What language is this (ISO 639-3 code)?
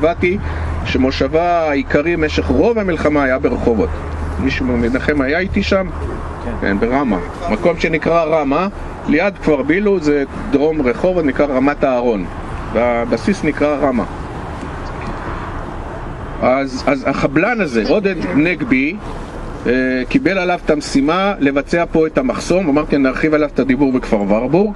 heb